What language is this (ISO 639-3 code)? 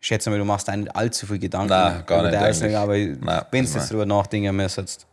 bar